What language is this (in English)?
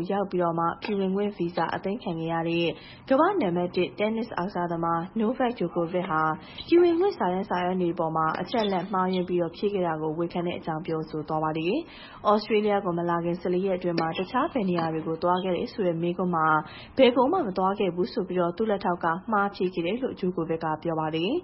Burmese